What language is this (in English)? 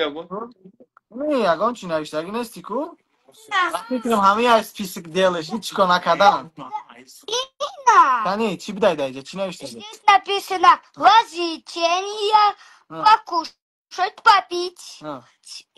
Tajik